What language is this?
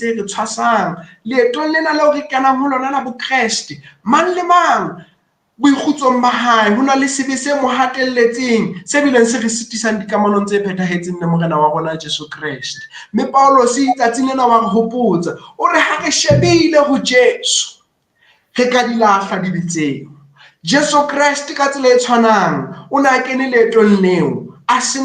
Southern Sotho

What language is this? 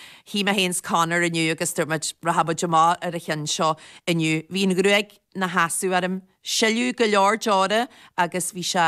Irish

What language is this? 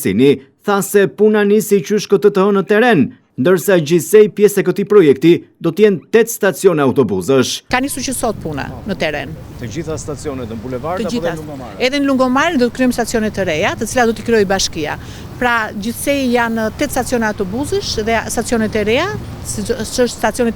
Albanian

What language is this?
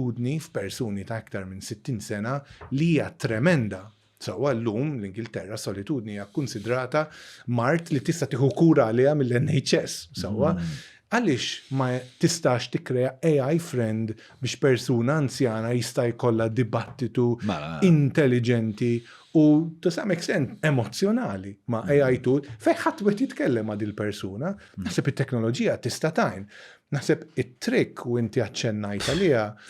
Maltese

